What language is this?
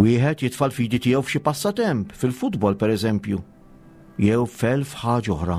Maltese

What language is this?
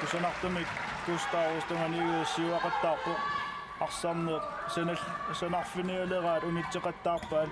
Kalaallisut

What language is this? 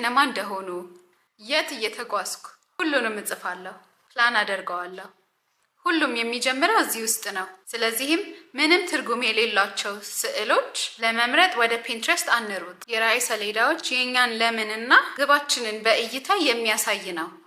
Amharic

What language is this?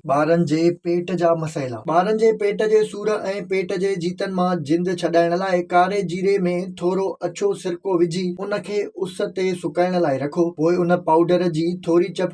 Sindhi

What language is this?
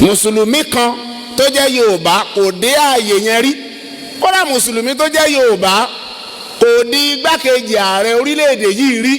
Yoruba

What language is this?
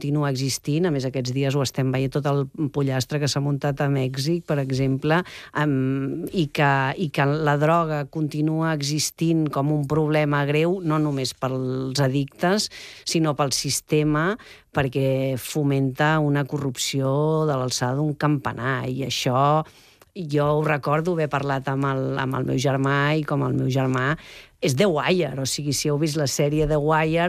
Catalan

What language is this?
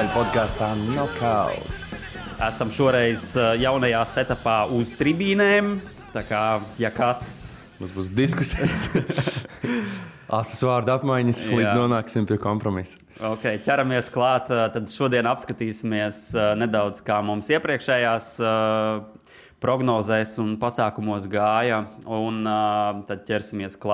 Latvian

